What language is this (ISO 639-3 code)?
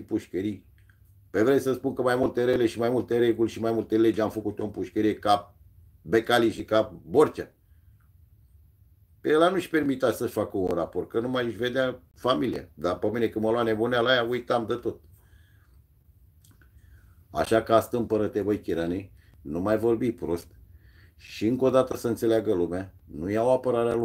ron